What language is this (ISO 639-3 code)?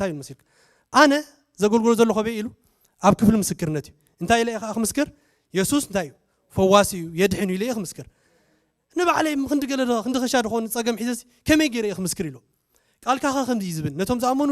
tir